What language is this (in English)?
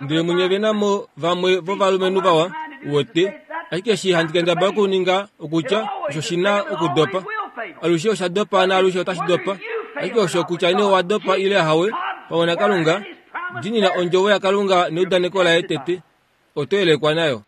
Kuanyama